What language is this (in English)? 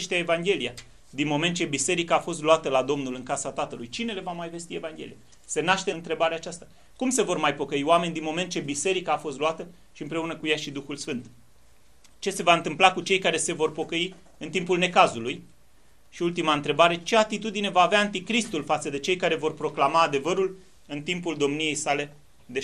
Romanian